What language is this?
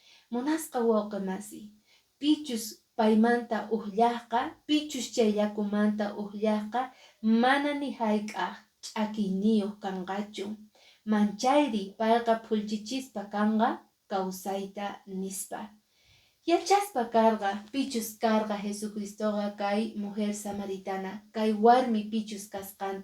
Quechua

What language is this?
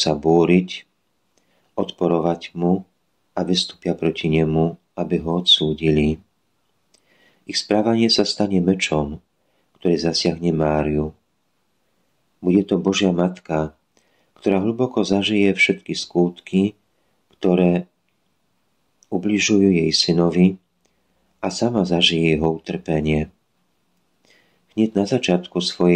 Slovak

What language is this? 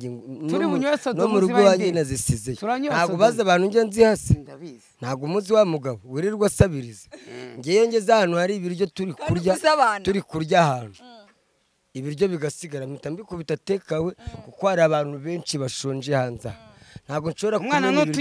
Kinyarwanda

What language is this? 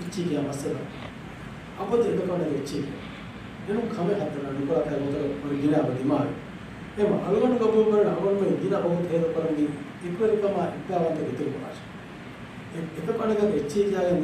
Divehi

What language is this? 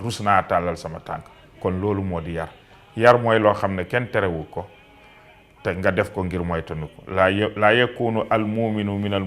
Wolof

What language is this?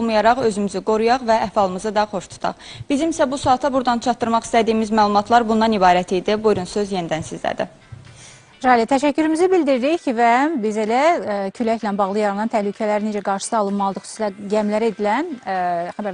Azerbaijani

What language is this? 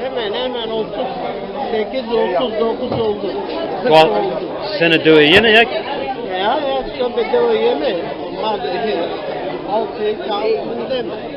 Zaza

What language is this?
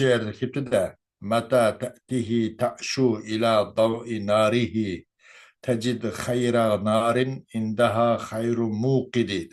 Uyghur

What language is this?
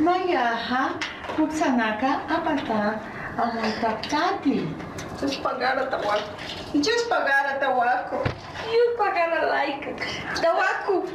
Aymara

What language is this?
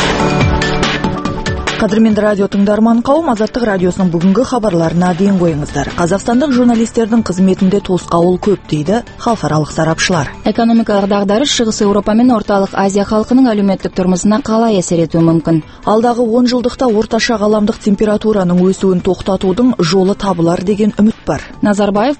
Kazakh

